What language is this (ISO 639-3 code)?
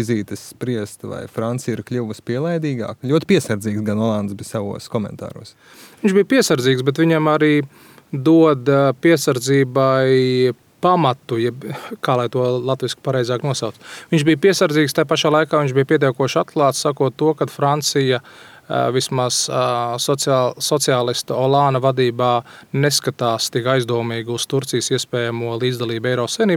lav